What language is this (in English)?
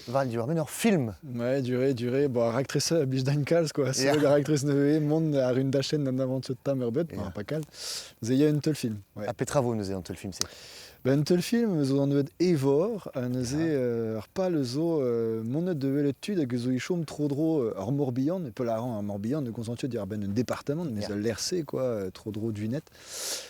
Breton